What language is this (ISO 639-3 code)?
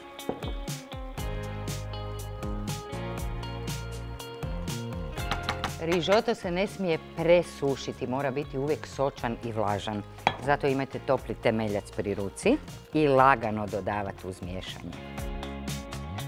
hrv